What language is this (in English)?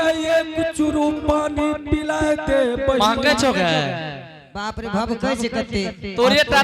Angika